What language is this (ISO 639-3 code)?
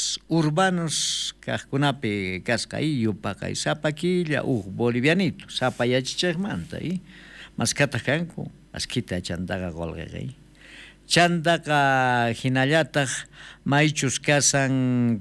quh